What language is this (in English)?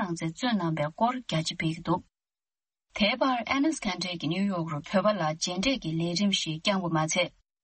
Tibetan